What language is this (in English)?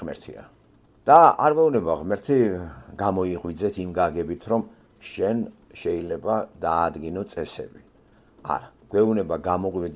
Georgian